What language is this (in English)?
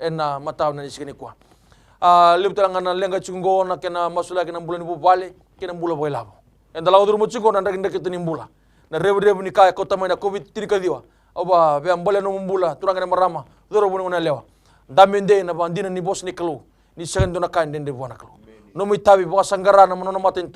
Fijian